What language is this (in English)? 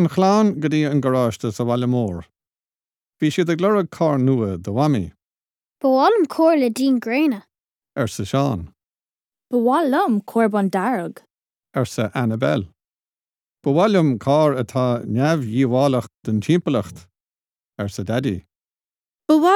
Irish